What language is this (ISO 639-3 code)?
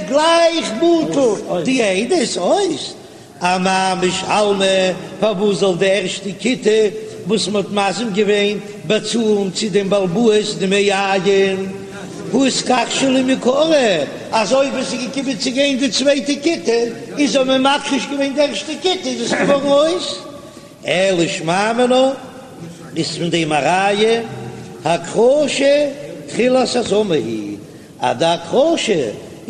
yid